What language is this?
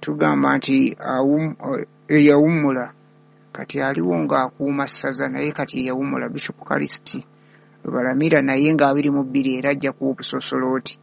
Ganda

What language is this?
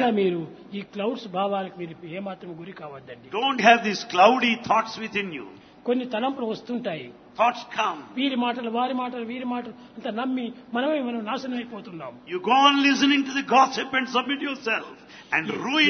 Telugu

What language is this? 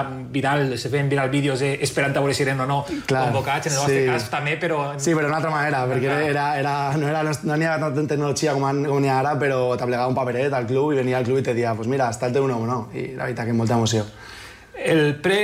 Catalan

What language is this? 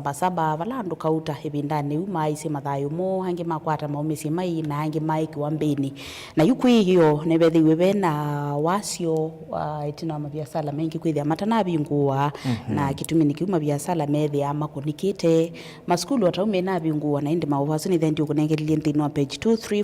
Kamba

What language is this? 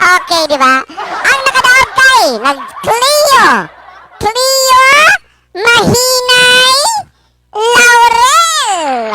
Cebuano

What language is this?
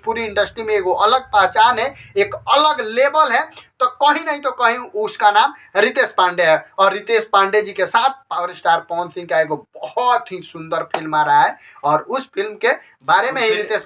Bhojpuri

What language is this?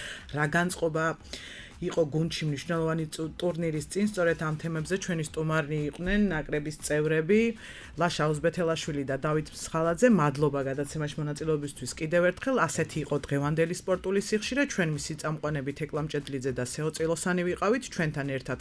Georgian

